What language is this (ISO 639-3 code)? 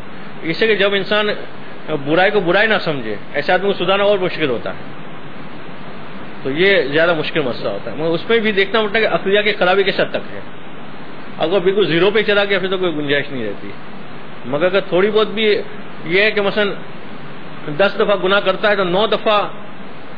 urd